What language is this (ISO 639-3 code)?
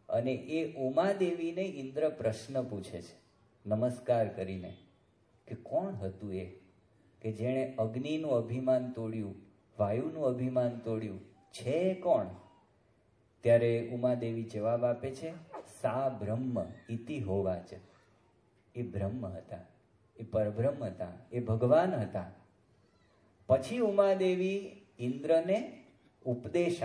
guj